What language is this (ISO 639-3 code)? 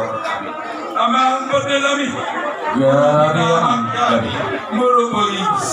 bbc